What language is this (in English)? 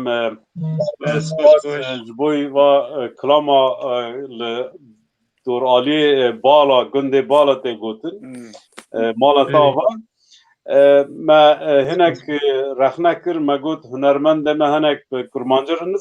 Kurdish